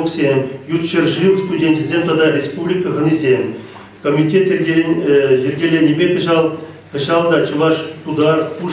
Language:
Chuvash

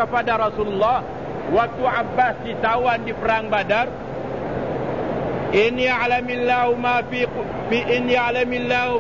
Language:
Malay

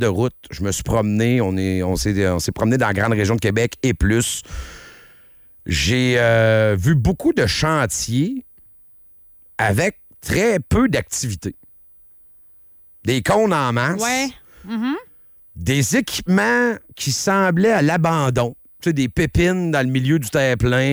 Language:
French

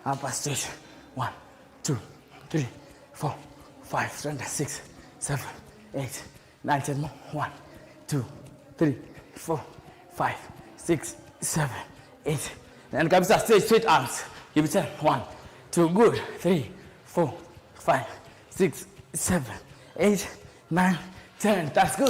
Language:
Kamba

